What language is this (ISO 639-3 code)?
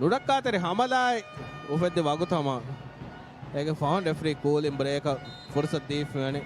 div